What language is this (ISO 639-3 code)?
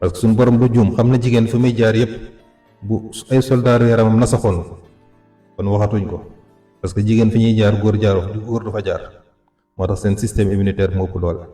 wol